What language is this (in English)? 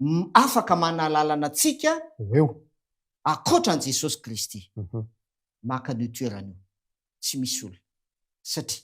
Malagasy